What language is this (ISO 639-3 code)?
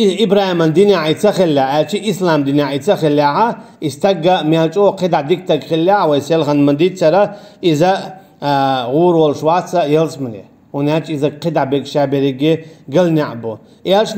che